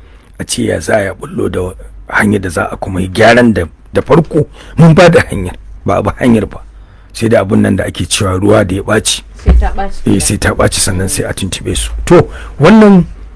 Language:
Hausa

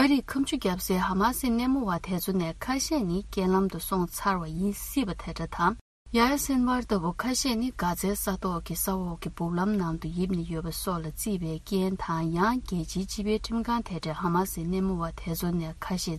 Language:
Tibetan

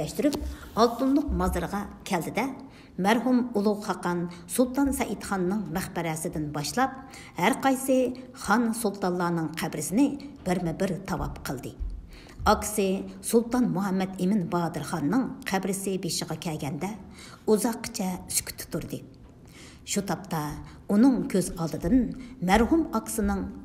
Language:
Uyghur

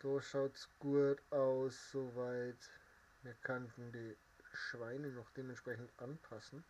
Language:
Bavarian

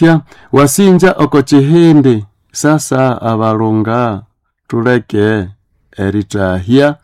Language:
Nande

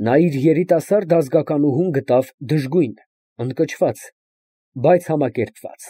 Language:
Armenian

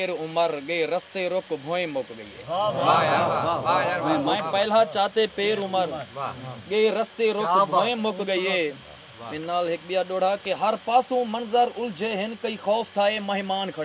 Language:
Saraiki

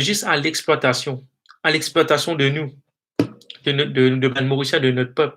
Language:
Morisyen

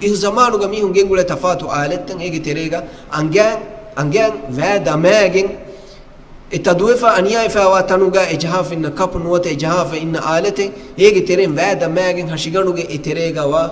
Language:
Divehi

